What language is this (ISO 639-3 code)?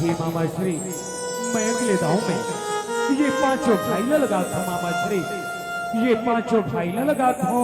hne